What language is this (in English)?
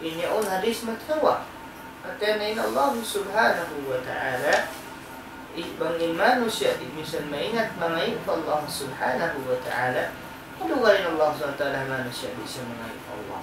Tausug